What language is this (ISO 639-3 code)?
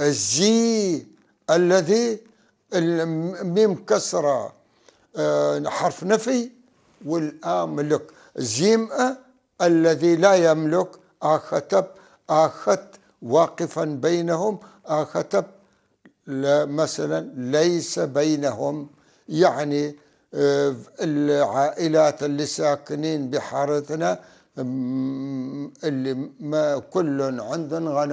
apc